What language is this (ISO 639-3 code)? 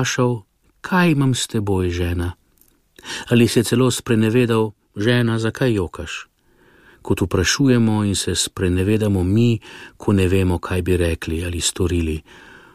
slv